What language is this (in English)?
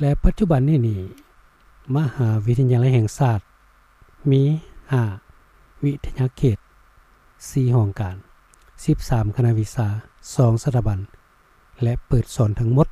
Lao